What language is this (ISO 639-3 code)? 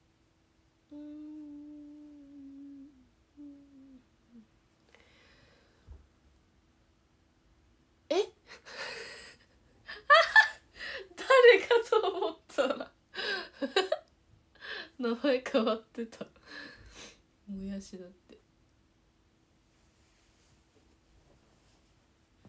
jpn